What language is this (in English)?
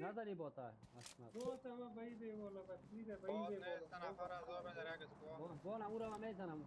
Persian